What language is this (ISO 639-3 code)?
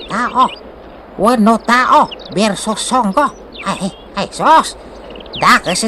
ilo